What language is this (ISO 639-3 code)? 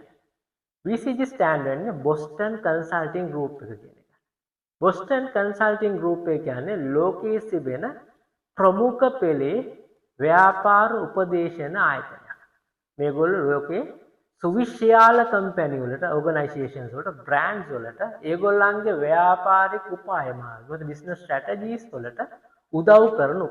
sin